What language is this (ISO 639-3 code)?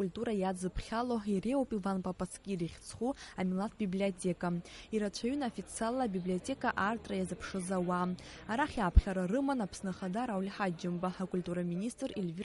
abk